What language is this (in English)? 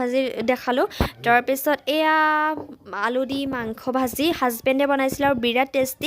Assamese